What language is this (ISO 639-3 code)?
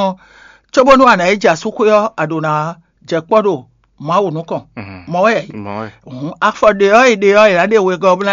fon